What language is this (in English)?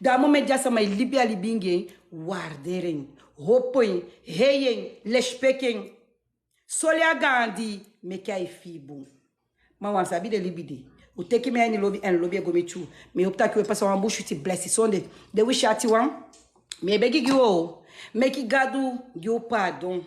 Sranan Tongo